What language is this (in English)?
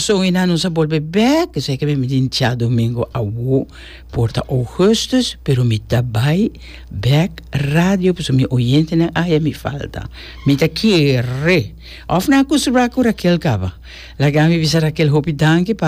Papiamento